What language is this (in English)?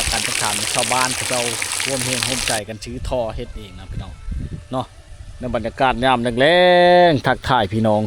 Lao